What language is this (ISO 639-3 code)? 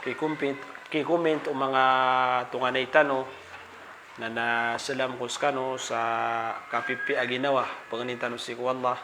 mrw